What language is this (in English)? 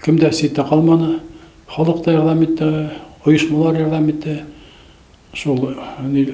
Bashkir